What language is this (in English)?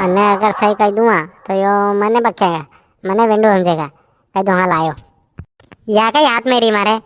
Rajasthani